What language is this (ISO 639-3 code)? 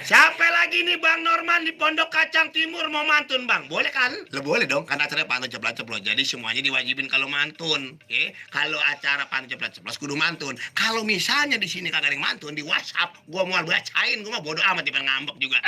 bew